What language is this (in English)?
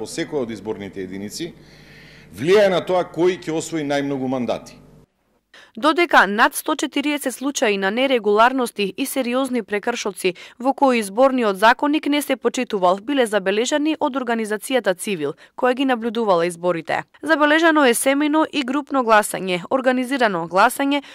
Macedonian